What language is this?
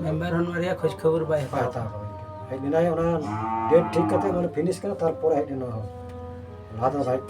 Santali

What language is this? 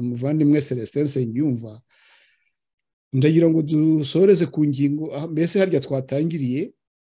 Kinyarwanda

